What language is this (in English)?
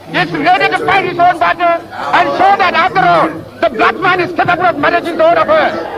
Ewe